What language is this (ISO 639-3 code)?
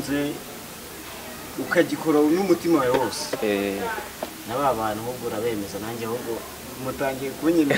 kin